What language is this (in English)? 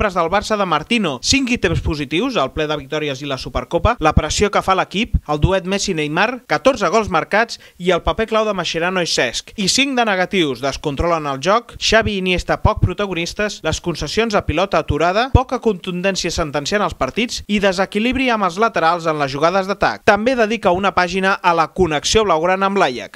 Catalan